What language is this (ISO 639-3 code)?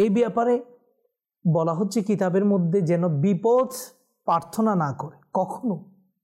ben